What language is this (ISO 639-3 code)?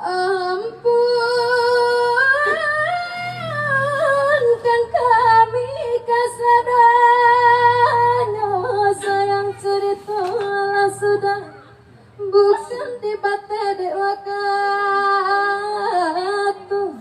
min